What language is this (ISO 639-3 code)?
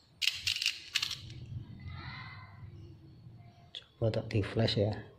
ind